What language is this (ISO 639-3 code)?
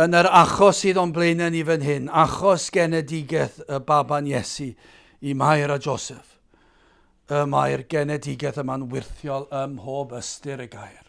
cym